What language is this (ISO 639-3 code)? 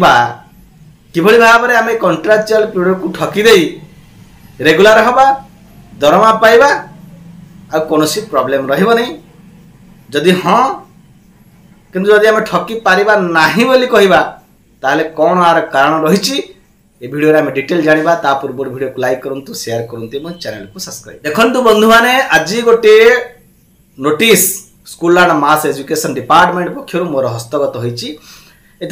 ori